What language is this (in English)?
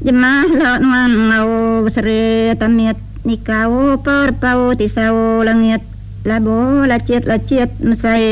Iban